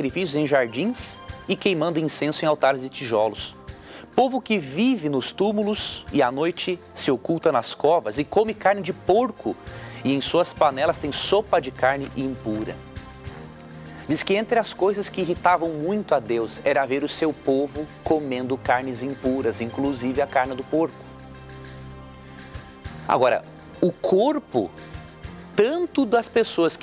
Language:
Portuguese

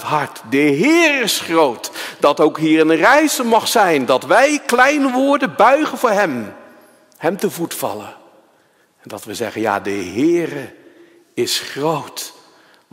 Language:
Dutch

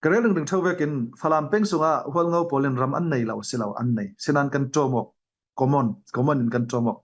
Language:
Falam Chin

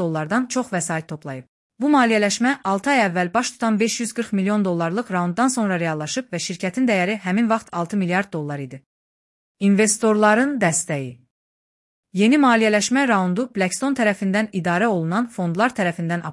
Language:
Azerbaijani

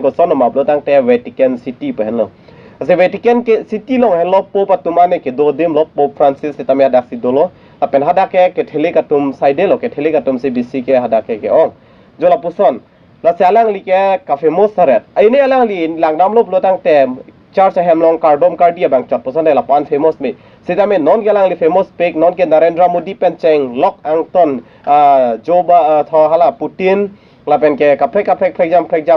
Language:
Karbi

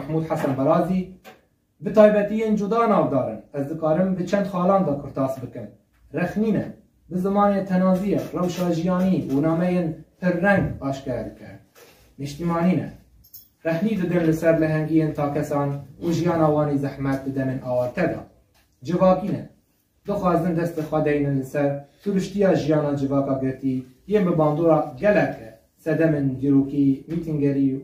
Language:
Kurdish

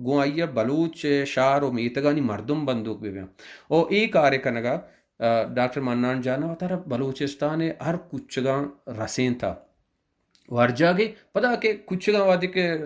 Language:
Baluchi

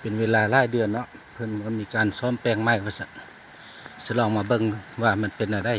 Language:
Lao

